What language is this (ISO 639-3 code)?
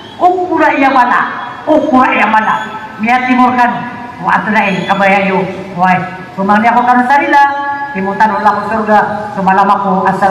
mrw